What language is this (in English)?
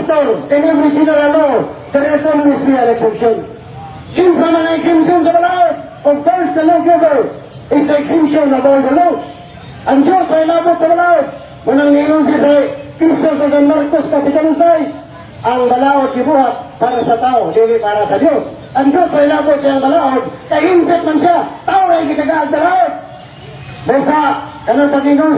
Cebuano